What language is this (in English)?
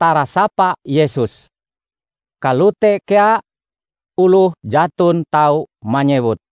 Ngaju